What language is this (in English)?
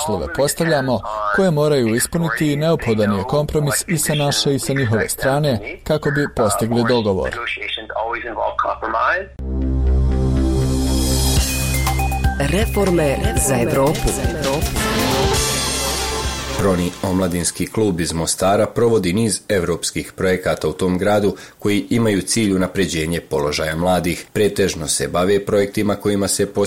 Bosnian